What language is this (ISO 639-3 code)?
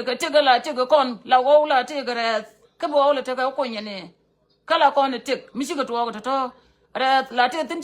nus